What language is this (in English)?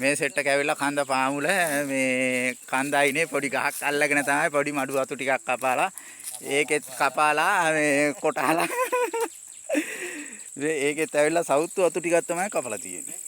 Sinhala